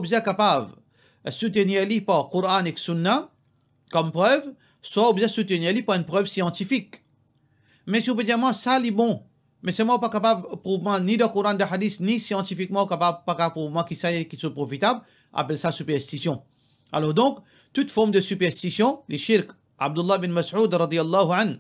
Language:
Morisyen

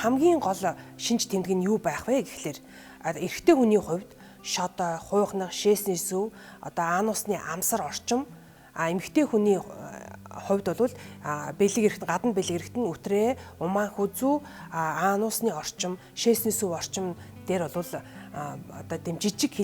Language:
Mongolian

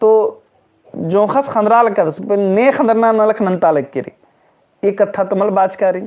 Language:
Kurukh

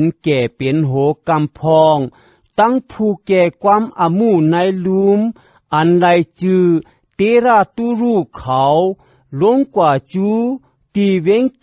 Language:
Shan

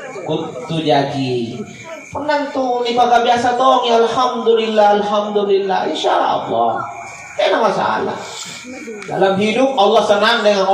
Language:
Makasar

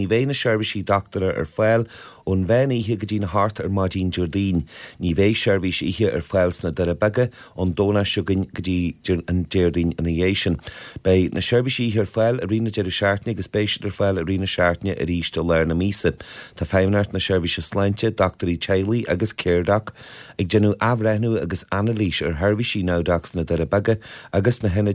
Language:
Irish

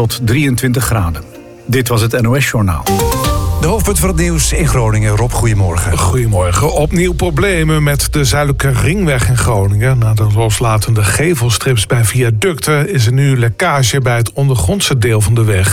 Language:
Dutch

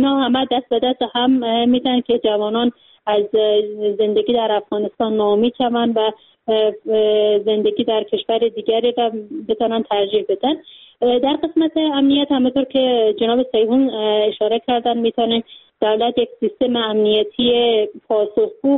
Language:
Persian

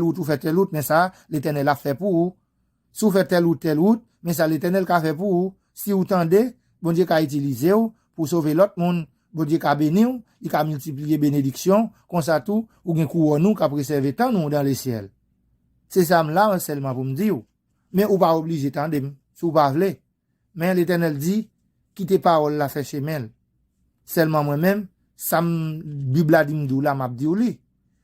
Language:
Haitian Creole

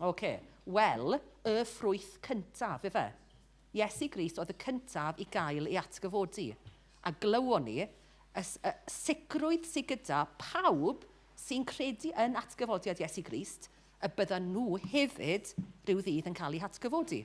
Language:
Welsh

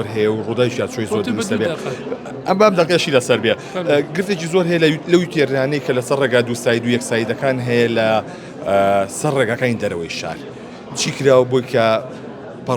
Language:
Central Kurdish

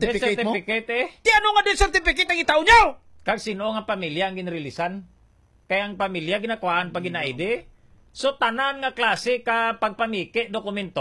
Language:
Hiligaynon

